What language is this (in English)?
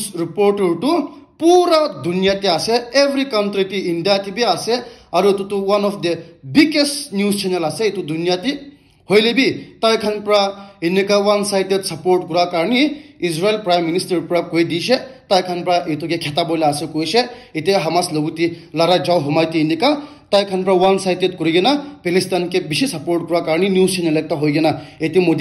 Naga Pidgin